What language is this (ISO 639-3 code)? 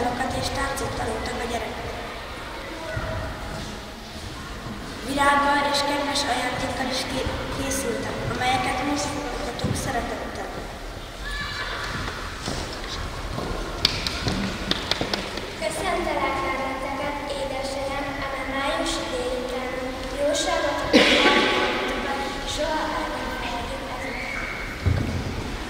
hun